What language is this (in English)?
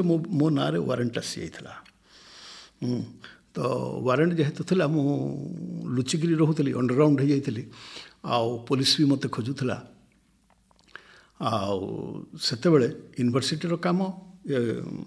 Odia